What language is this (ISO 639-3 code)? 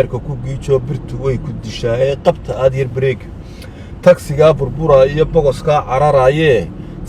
som